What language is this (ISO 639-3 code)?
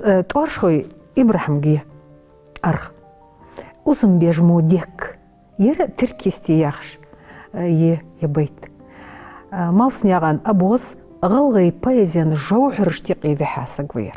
inh